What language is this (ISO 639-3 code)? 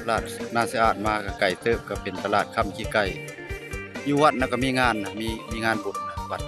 lao